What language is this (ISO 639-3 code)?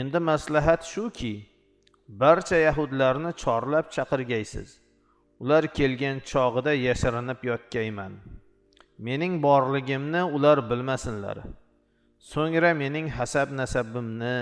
uzb